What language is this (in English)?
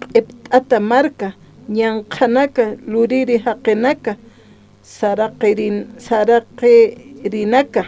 Aymara